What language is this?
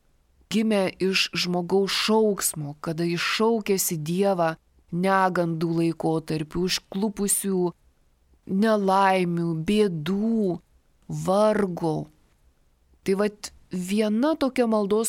Lithuanian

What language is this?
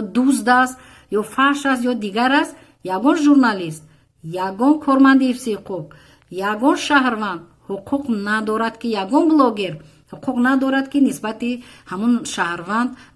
Tajik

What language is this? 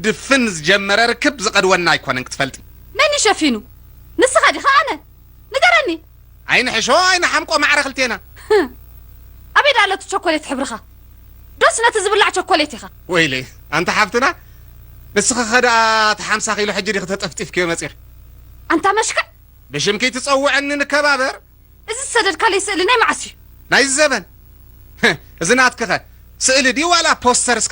Tigrinya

